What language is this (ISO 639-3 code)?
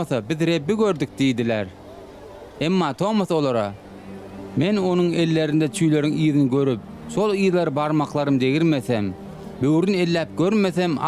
tuk